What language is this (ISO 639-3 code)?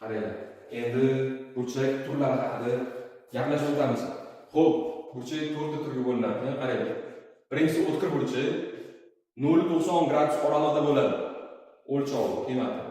uzb